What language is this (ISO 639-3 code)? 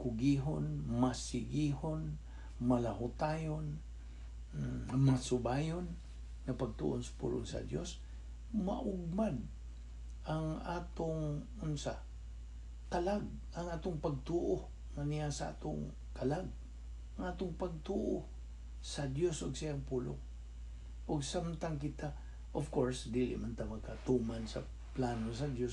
ceb